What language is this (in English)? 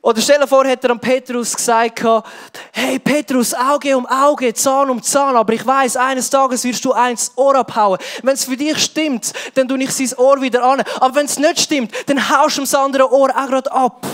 Swiss German